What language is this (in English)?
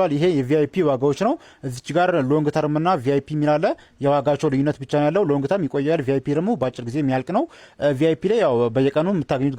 Amharic